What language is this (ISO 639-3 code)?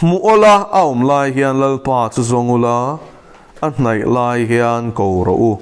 lus